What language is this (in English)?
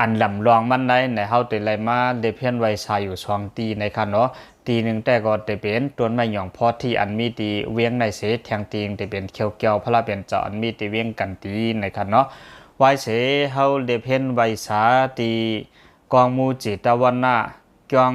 Lao